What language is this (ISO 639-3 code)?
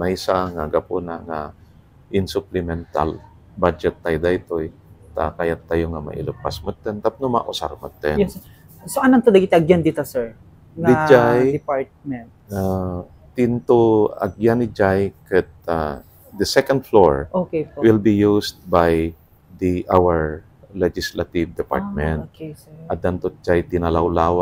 ilo